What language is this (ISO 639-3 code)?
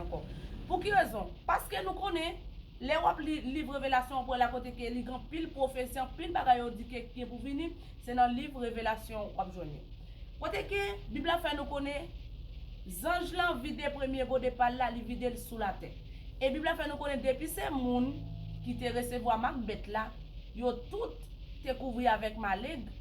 hat